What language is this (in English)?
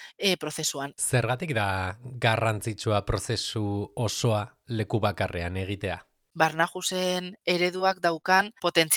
Basque